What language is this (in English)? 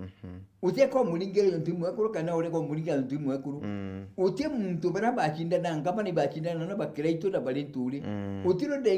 Meru